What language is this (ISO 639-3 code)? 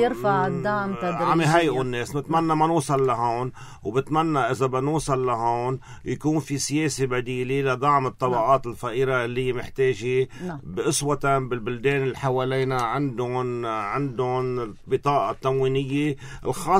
apc